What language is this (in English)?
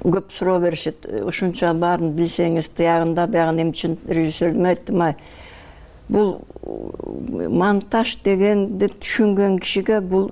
Kyrgyz